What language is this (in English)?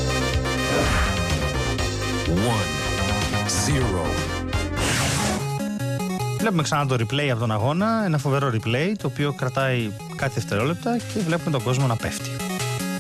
Greek